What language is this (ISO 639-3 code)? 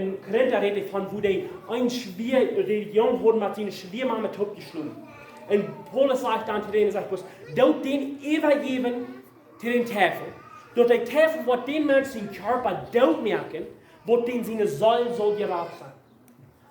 pdt